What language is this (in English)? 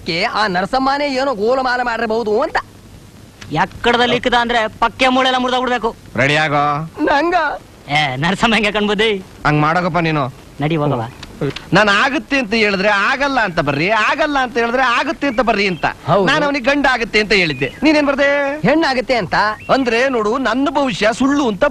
Kannada